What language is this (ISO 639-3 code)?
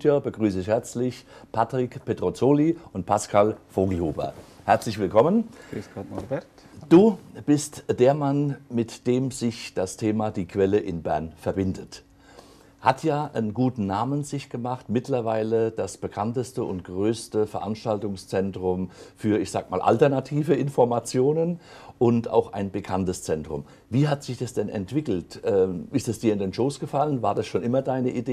deu